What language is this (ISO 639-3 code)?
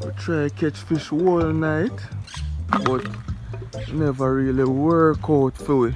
jam